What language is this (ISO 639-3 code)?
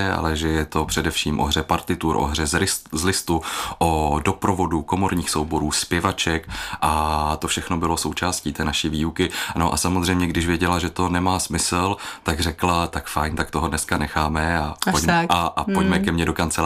ces